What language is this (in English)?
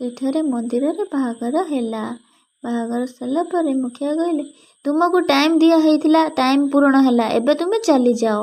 Odia